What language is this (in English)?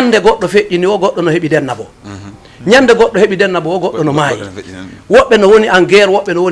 Fula